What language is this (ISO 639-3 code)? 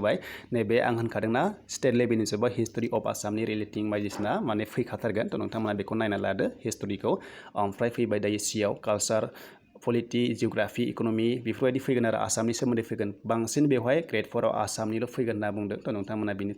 brx